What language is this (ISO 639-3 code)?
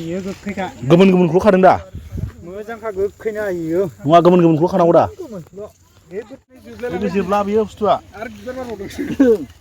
brx